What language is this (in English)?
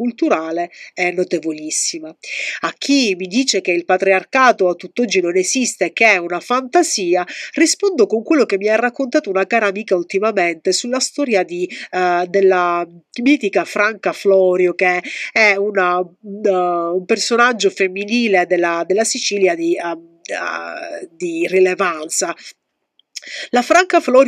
Italian